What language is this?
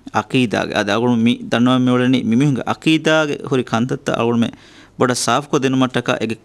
Divehi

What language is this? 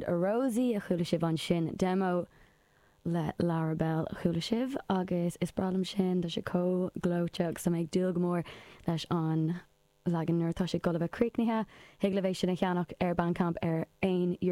Irish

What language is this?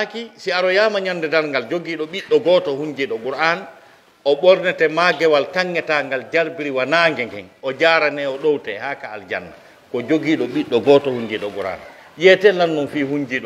Pular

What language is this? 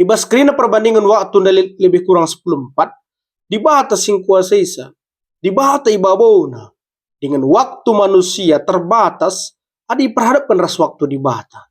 Batak Karo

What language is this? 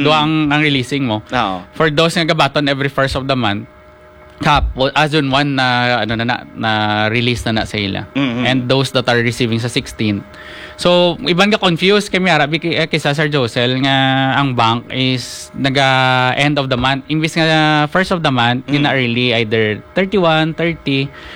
Hiligaynon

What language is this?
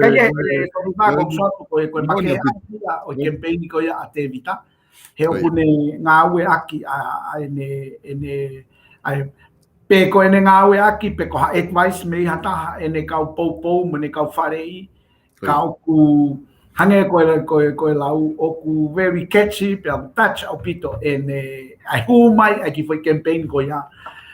Tongan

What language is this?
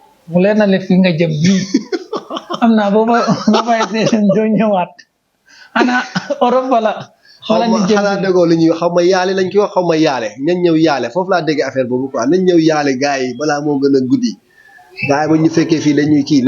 Wolof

